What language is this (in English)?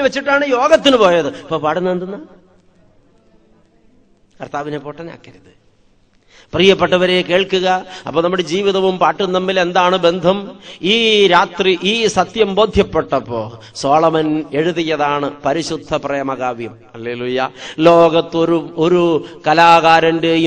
Malayalam